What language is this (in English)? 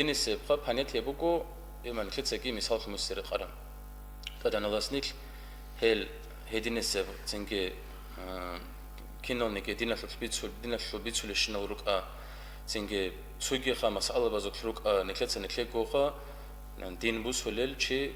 Avaric